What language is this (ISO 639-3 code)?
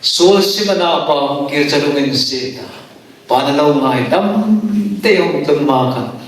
hmr